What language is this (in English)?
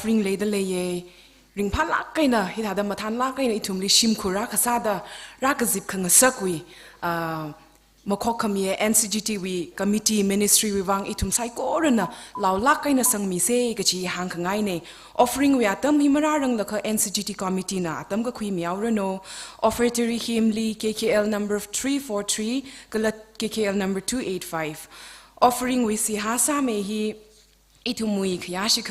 Tangkhul Naga (India)